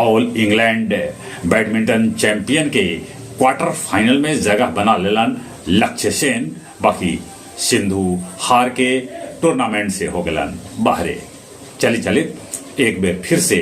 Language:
Magahi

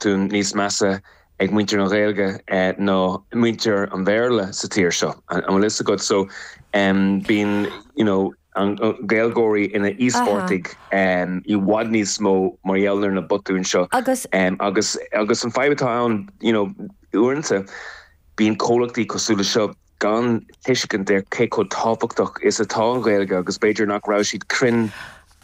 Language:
Irish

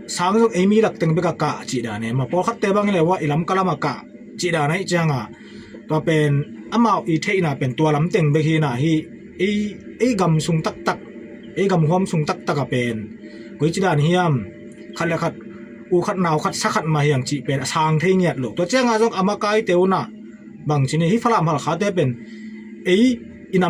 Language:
Tedim Chin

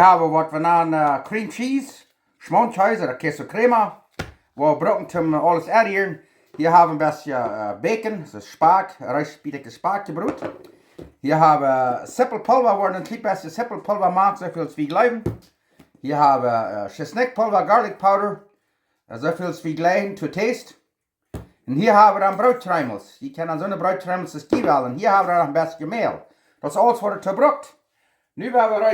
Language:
Plautdietsch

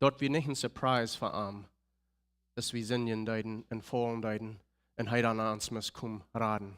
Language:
Plautdietsch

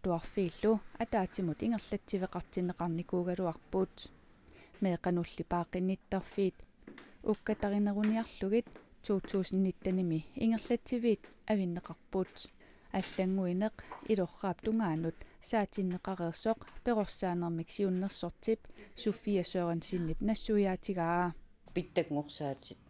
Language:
Kalaallisut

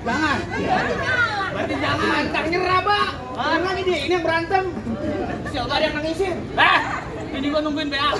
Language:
Betawi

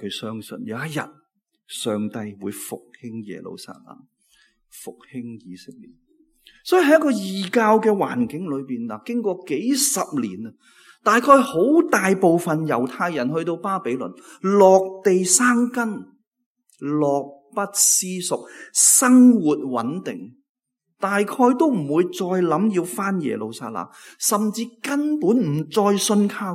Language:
Cantonese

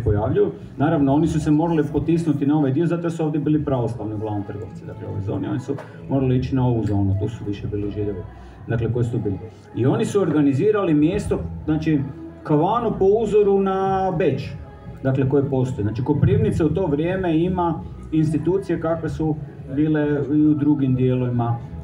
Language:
Croatian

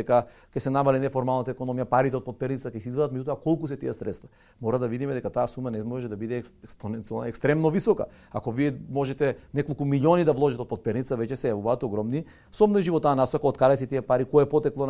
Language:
Macedonian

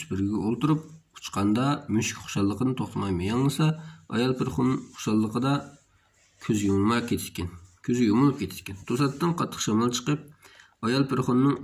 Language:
Uyghur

